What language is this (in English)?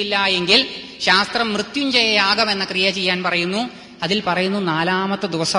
Malayalam